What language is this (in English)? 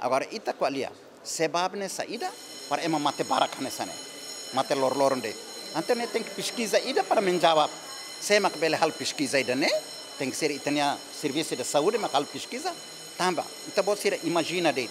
Tetum